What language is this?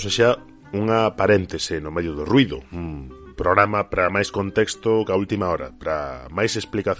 Galician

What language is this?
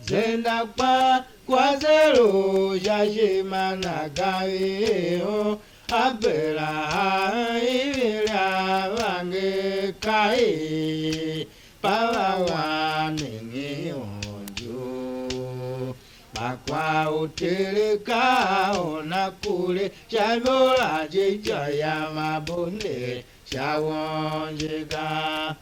Tiv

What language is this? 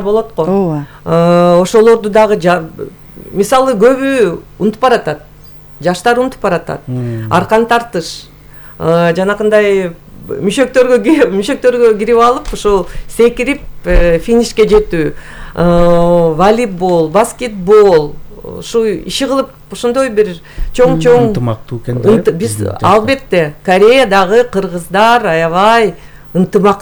Kyrgyz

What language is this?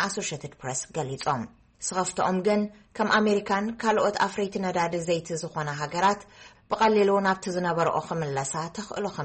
Tigrinya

